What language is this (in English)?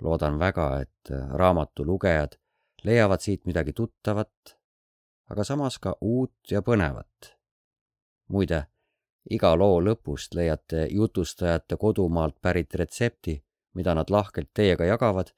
Estonian